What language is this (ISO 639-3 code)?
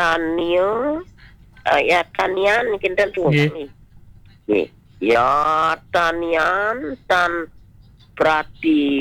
ban